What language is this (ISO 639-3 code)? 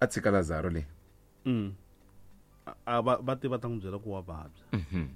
tso